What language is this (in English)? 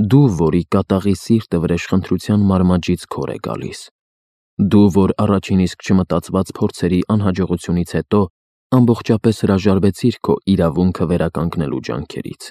Armenian